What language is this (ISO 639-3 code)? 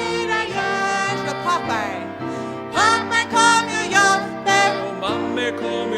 fao